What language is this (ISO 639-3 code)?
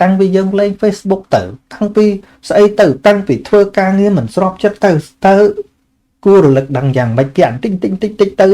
khm